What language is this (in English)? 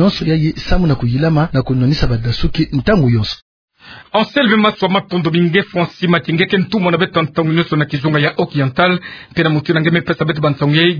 Kituba (Democratic Republic of Congo)